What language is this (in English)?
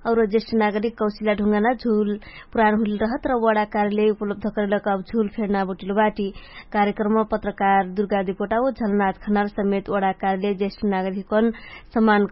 Dangaura Tharu